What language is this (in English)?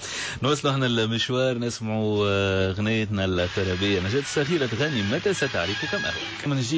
Tunisian Arabic